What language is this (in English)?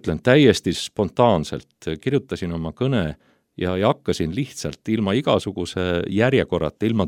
Estonian